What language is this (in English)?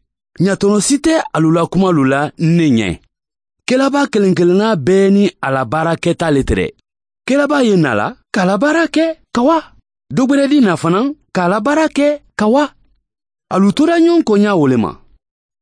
Mandingo